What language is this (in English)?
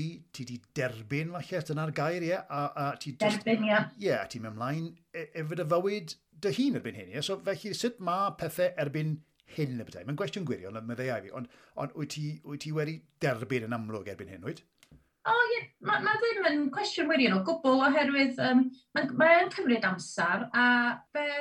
Welsh